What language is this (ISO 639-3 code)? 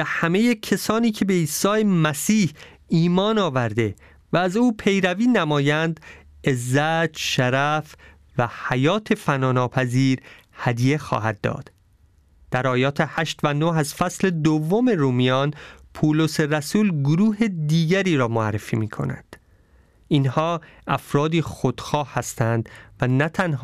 fas